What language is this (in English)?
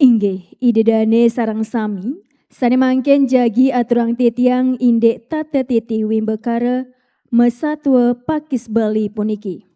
Balinese